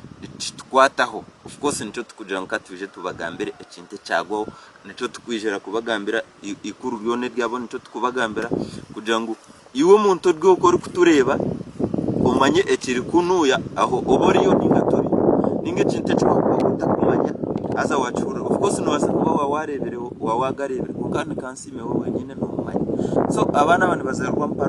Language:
Nyankole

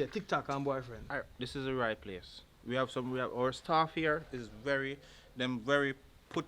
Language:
Jamaican Creole English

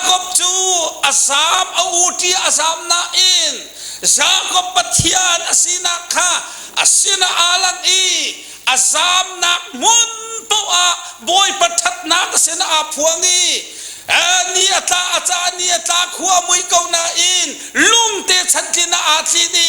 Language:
Hakha Chin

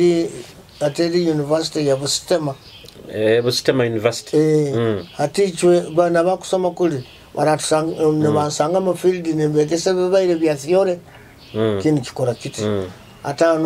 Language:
Nyoro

